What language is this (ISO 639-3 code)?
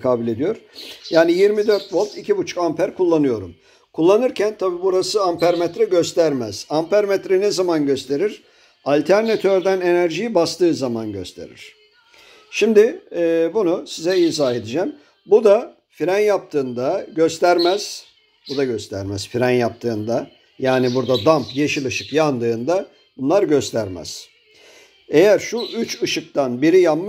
tur